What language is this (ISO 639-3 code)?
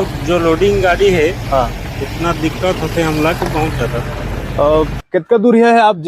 hne